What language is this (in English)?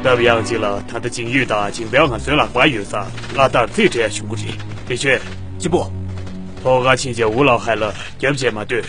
Tibetan